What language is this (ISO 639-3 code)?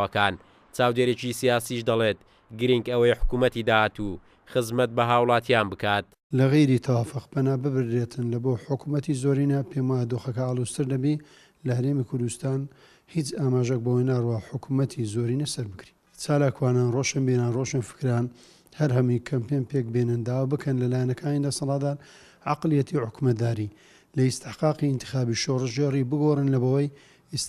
ckb